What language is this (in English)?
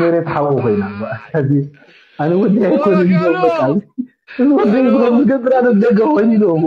Tigrinya